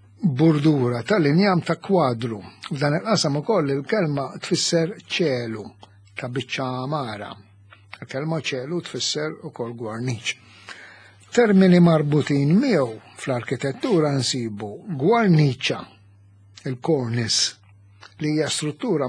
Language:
Maltese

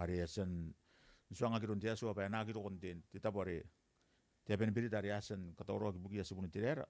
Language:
Gilbertese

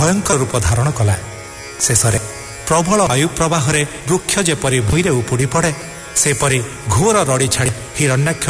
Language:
Odia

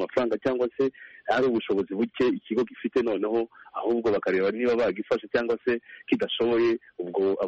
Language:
Kinyarwanda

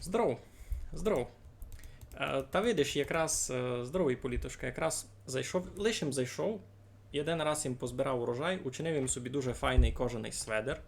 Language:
Rusyn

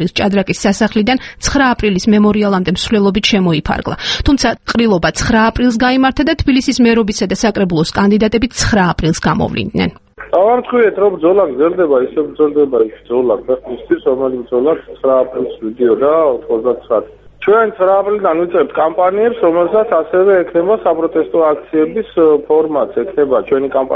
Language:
Georgian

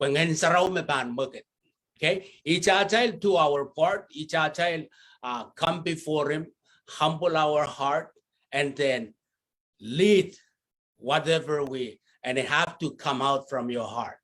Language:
Pohnpeian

